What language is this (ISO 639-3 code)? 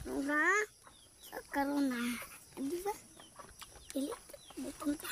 ceb